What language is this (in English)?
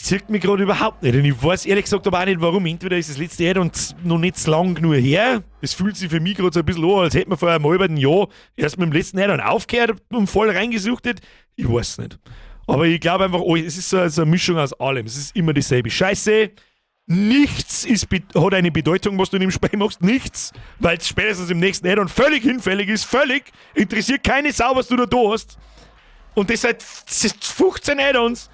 Bavarian